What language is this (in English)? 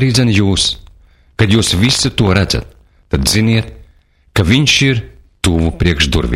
Latvian